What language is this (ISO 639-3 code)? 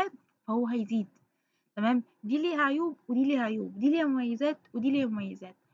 arz